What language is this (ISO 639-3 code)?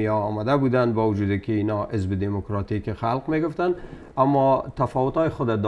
fas